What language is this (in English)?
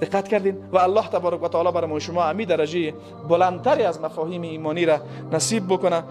Persian